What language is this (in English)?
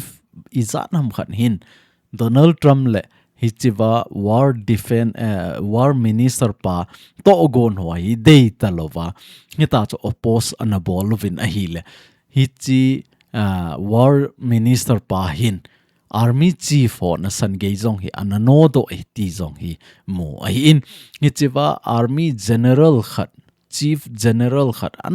Thado Chin